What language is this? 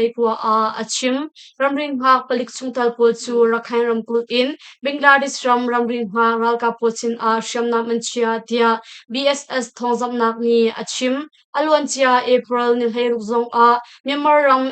Hakha Chin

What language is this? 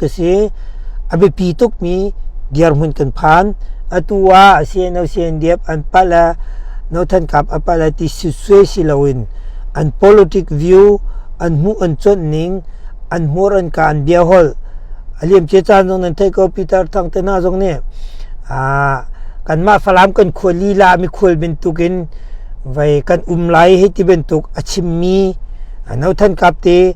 Hakha Chin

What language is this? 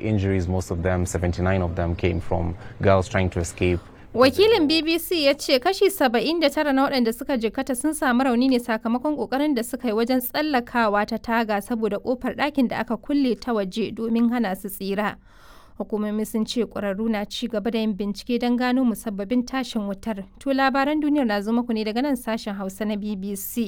Hausa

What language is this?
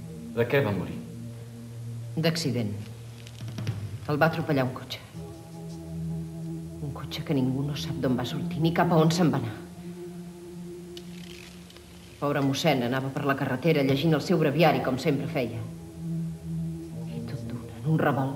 Catalan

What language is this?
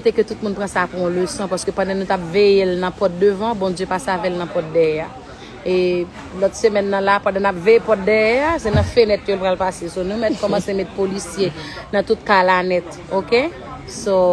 Haitian Creole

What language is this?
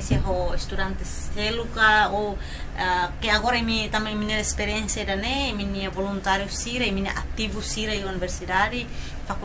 Tetum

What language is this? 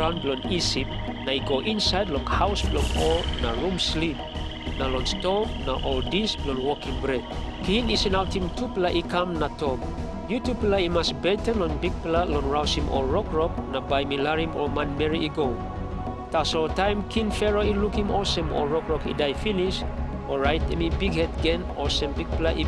Tok Pisin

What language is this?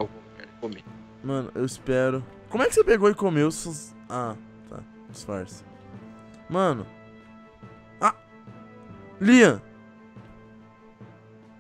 Portuguese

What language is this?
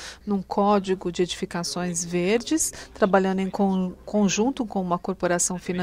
Portuguese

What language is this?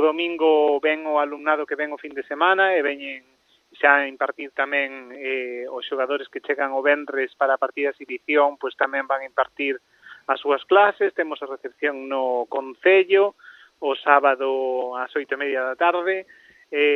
Galician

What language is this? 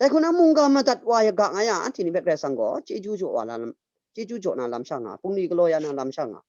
Kachin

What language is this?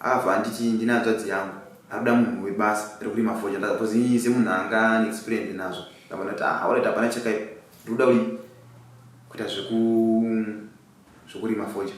Shona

